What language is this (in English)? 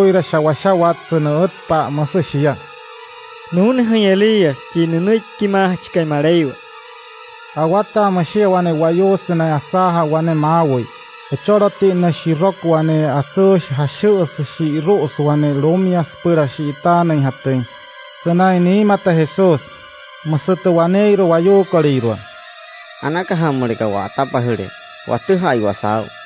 Wayuu